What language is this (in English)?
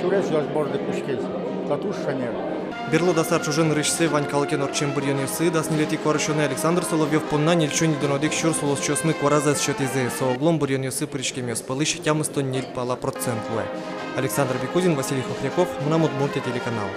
Udmurt